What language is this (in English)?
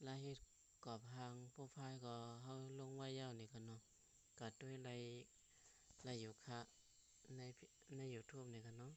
Shan